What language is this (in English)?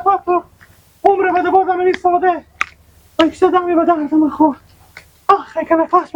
Persian